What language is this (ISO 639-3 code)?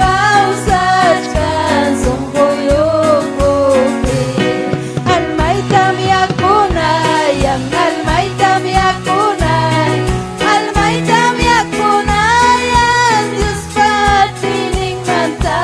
quy